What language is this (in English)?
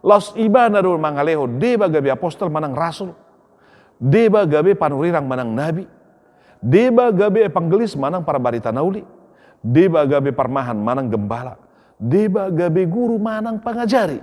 Batak Toba